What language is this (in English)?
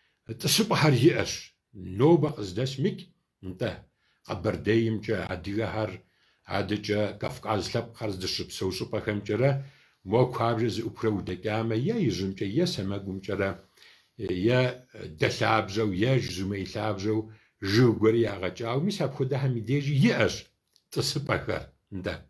Kabardian